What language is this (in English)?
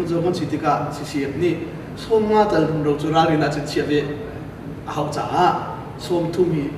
Hakha Chin